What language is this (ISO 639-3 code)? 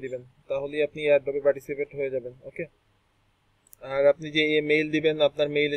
ben